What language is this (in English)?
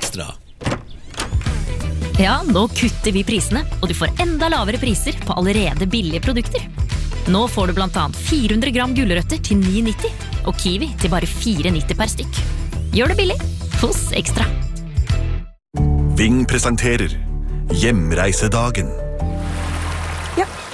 Norwegian